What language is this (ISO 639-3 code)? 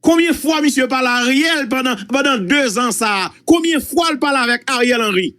hat